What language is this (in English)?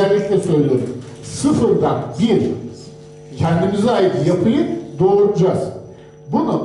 Turkish